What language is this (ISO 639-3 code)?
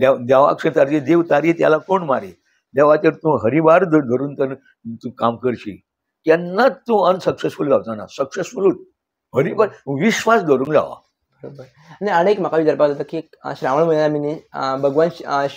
kok